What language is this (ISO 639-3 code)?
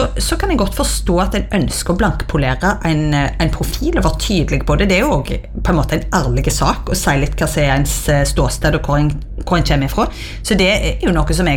nor